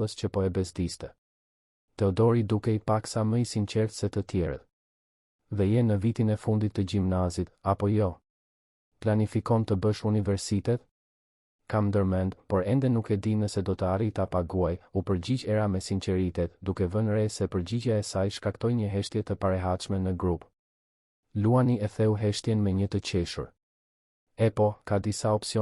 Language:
Albanian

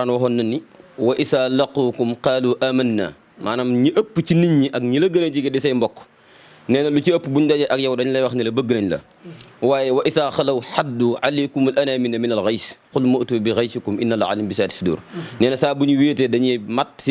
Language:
Wolof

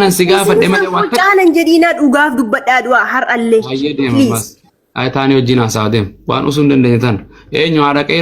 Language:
Oromo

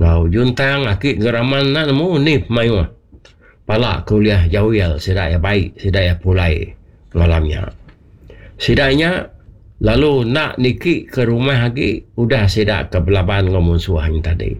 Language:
Iban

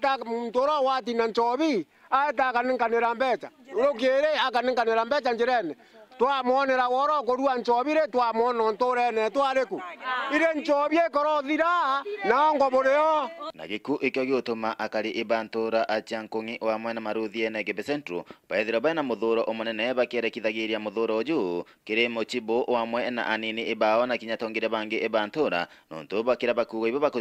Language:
Meru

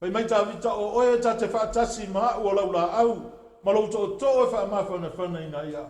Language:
Samoan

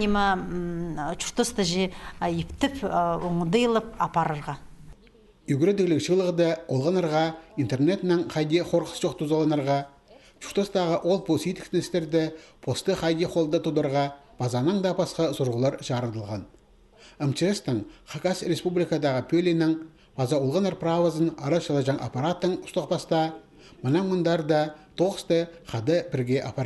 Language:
Khakas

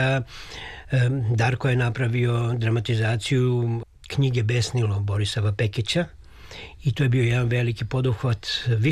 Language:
Serbian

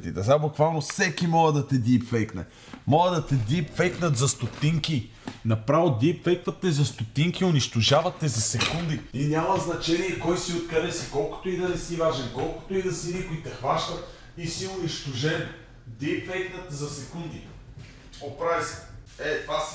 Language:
Bulgarian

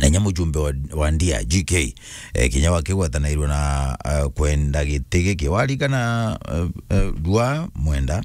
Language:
Meru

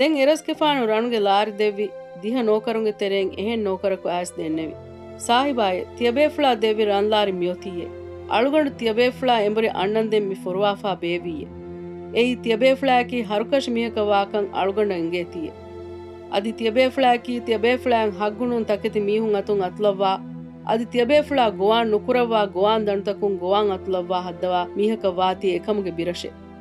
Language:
Divehi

